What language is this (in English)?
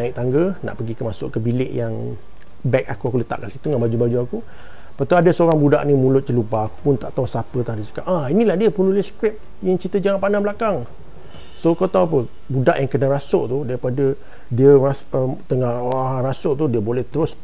Malay